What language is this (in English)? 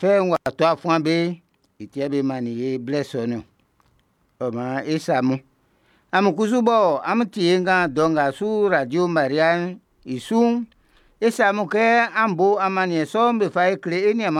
Baoulé